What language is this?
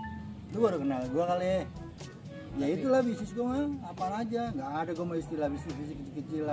Betawi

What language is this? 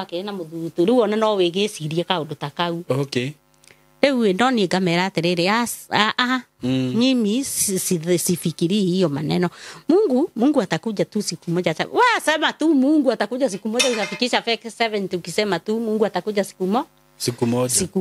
Kikuyu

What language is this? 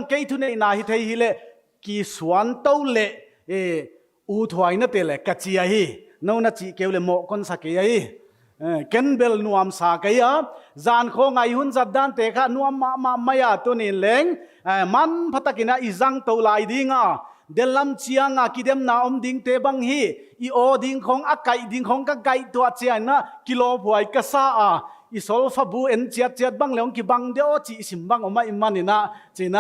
Paite Chin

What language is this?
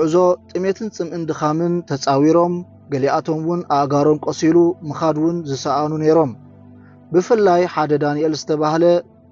Tigrinya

